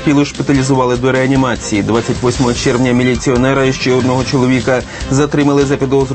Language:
Ukrainian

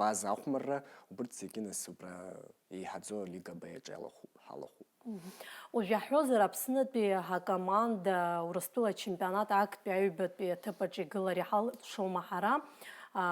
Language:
Abkhazian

